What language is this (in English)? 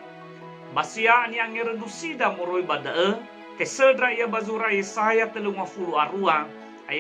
Nias